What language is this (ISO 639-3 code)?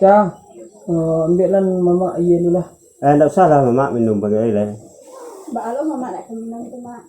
min